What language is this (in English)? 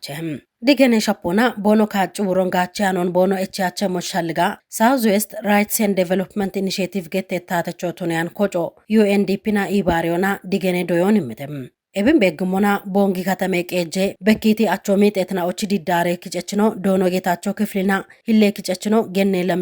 Kafa